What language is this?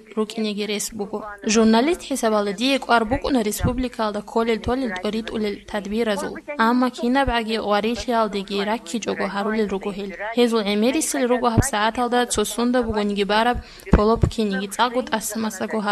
Avaric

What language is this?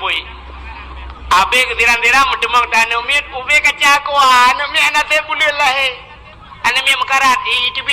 Achinese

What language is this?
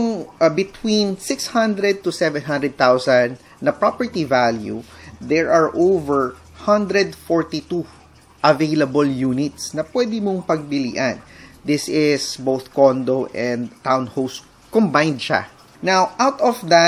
Filipino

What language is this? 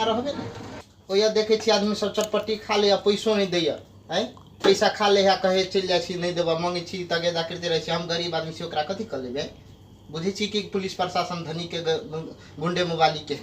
Maithili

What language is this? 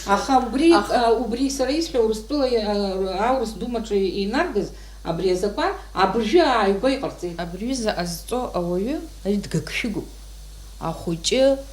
Abkhazian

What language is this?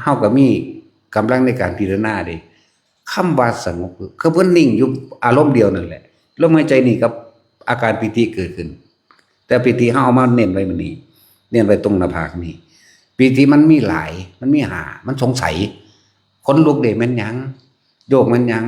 Northeastern Thai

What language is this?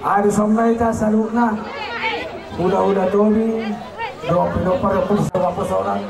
Batak Toba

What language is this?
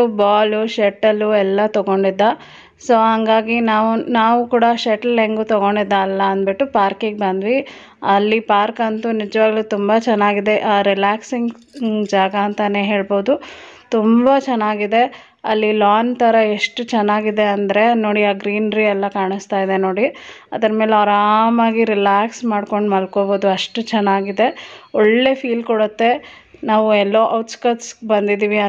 Kannada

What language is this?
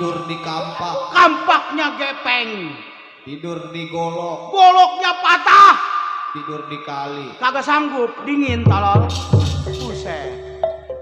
Betawi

